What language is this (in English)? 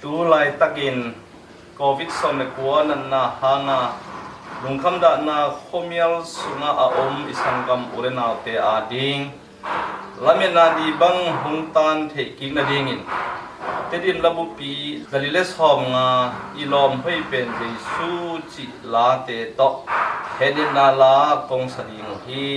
Tedim Chin